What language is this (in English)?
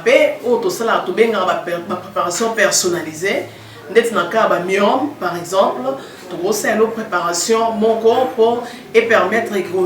Lingala